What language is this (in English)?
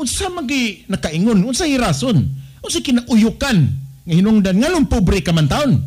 Cebuano